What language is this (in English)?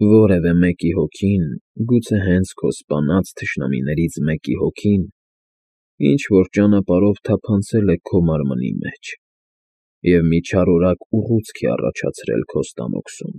Armenian